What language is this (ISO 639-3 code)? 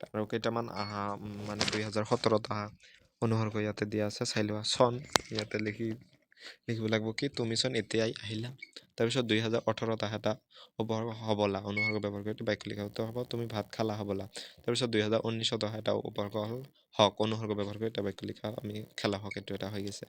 asm